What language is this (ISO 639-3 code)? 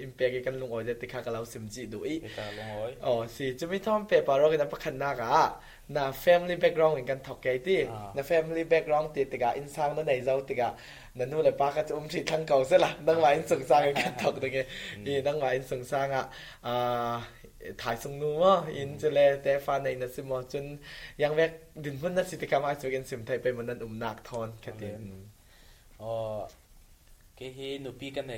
cfm